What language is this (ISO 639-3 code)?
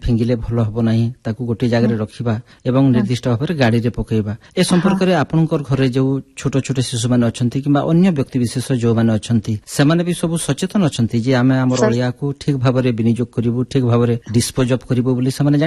ori